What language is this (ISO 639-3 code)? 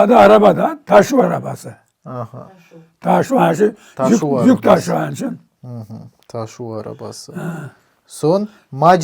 crh